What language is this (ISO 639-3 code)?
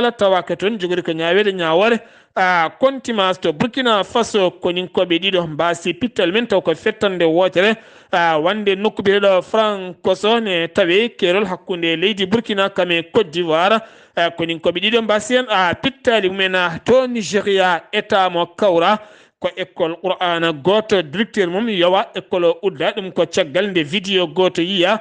ful